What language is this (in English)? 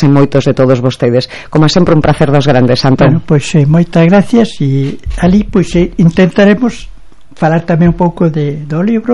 Galician